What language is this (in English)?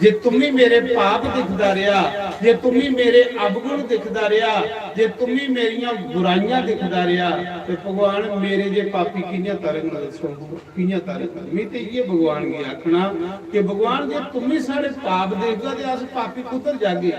Dogri